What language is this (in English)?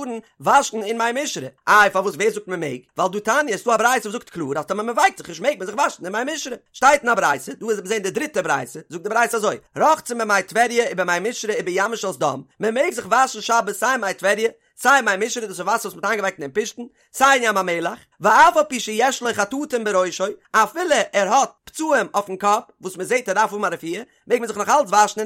Yiddish